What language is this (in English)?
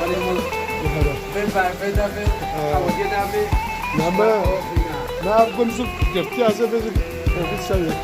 Kurdish